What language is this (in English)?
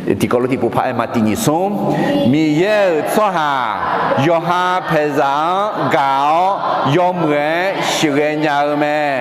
Akha